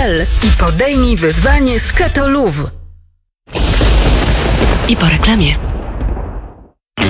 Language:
Polish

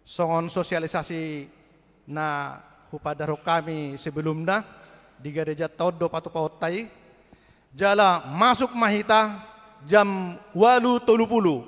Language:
Batak Toba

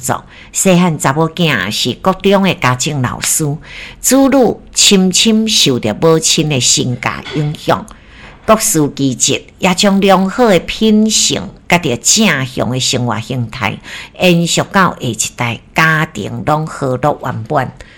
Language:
Min Nan Chinese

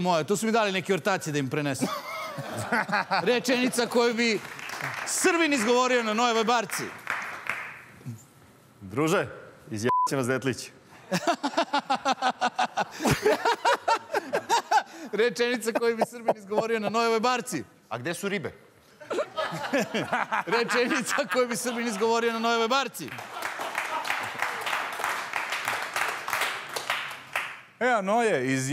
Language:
Serbian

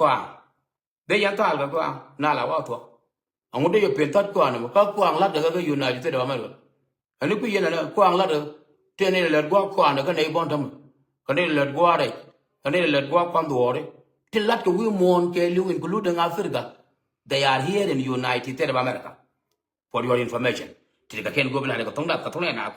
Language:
Nuer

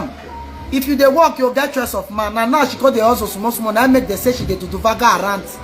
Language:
Nigerian Pidgin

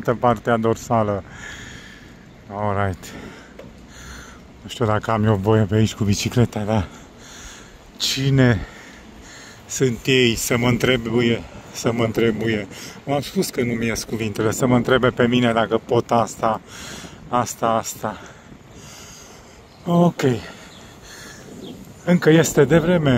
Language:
Romanian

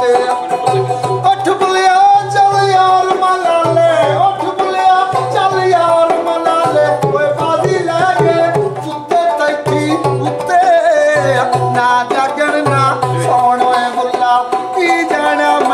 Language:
Punjabi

